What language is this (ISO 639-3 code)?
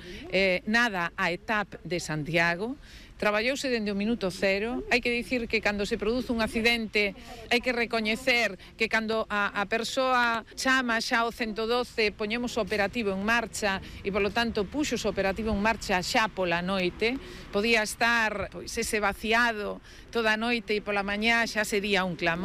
glg